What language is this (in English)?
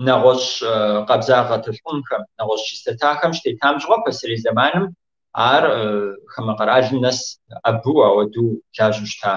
Kabardian